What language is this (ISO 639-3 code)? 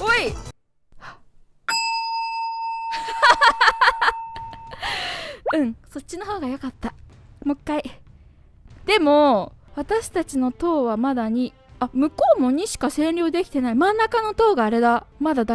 jpn